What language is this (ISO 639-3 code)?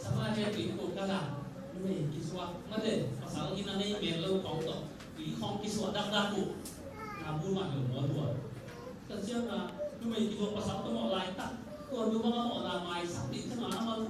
ctd